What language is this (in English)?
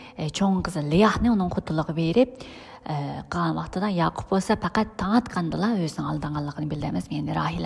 Uyghur